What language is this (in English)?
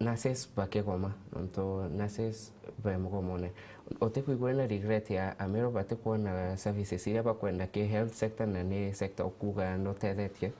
Meru